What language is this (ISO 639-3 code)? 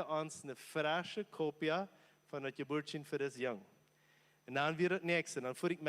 pdt